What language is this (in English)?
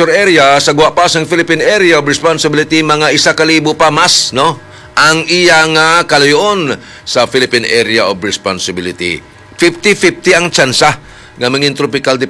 Hiligaynon